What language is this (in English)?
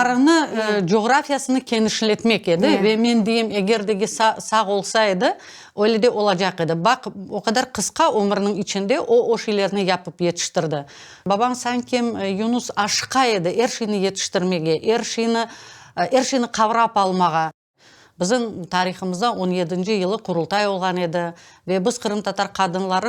Crimean Tatar